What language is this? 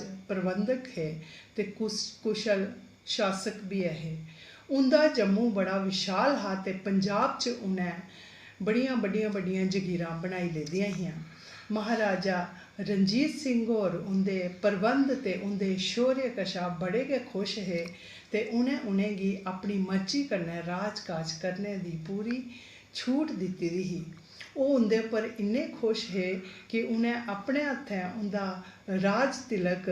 Dogri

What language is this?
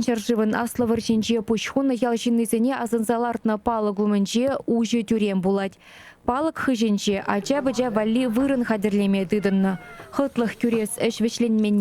Chuvash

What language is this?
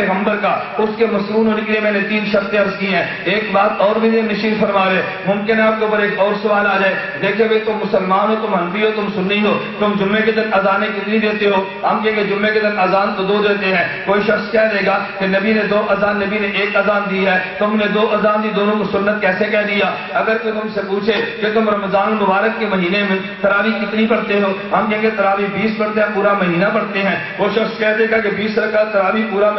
Urdu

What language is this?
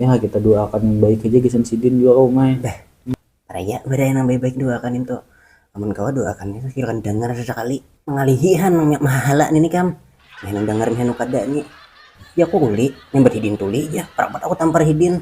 Banjar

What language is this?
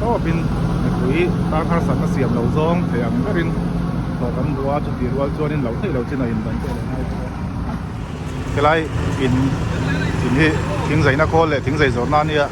Mizo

